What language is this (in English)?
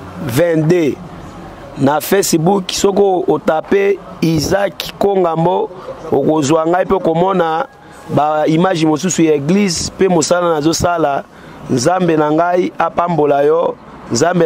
Lingala